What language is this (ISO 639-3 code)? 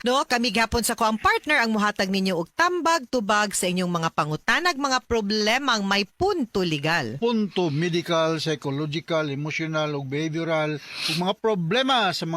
ceb